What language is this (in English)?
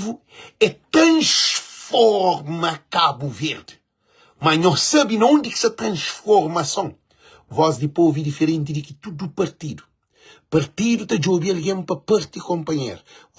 Kabuverdianu